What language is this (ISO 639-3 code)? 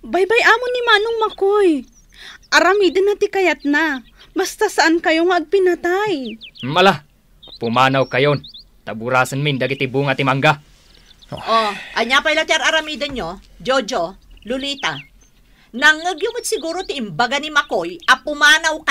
ilo